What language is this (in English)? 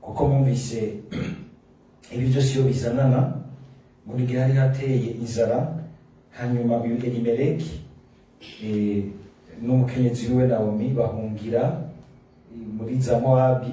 Rundi